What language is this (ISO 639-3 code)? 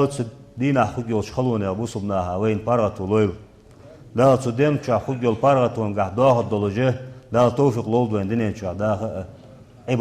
inh